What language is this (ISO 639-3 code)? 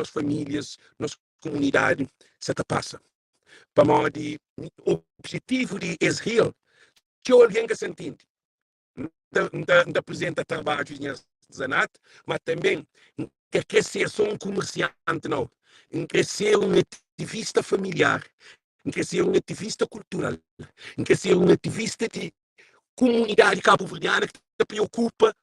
kea